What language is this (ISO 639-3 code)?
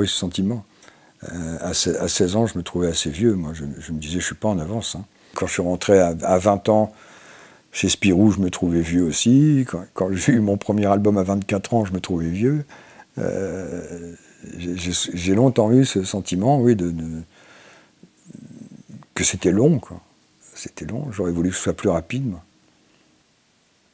fra